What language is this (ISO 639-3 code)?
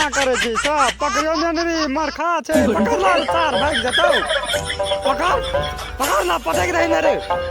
mai